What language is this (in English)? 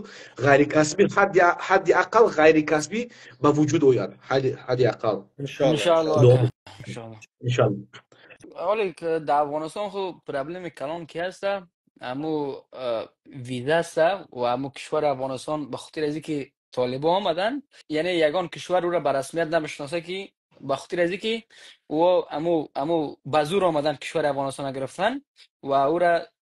Persian